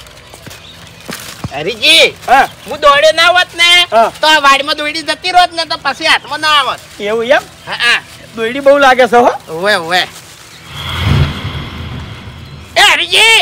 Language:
Gujarati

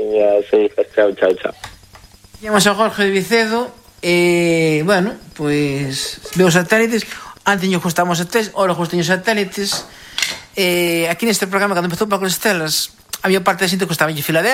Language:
Galician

